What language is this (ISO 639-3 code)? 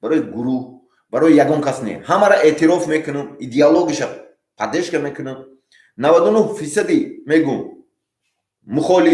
tgk